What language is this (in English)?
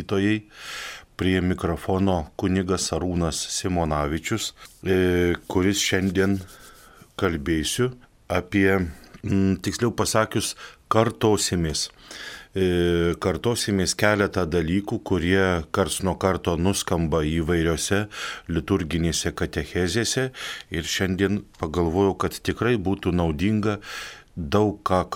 Lithuanian